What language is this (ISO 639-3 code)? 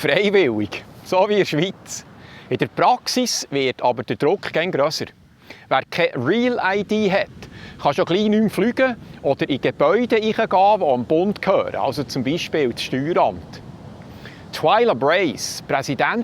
gsw